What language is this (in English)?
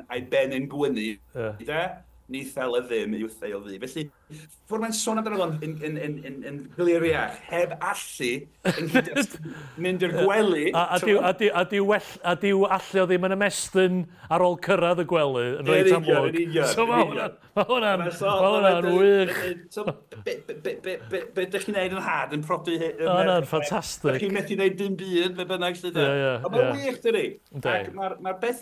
Welsh